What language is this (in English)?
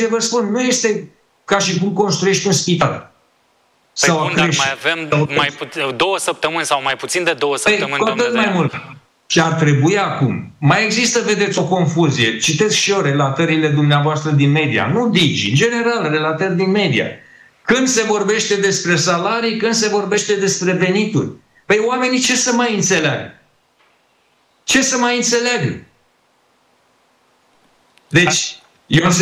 Romanian